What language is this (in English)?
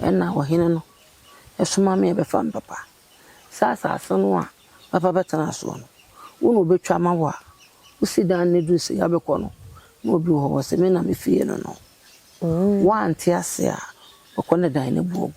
Akan